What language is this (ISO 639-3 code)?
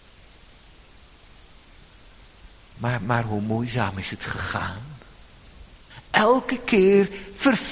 nld